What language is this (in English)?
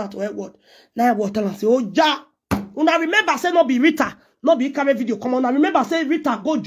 Nigerian Pidgin